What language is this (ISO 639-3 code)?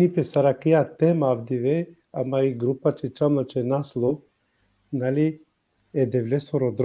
rmn